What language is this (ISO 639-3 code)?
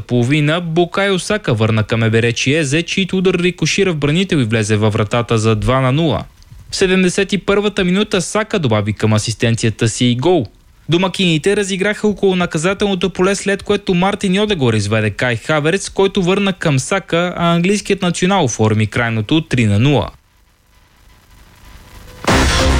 bul